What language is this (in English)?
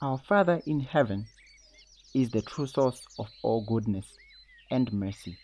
English